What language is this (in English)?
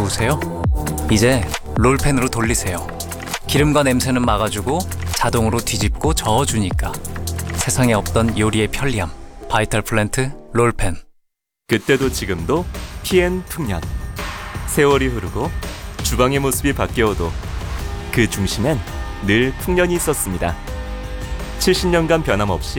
Korean